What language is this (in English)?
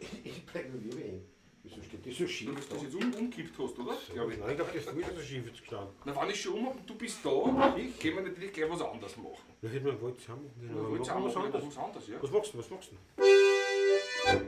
Bavarian